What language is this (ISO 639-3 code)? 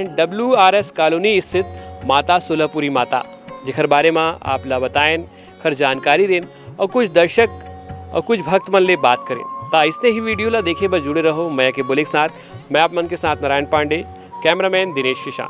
hne